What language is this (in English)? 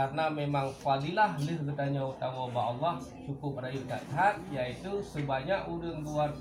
Achinese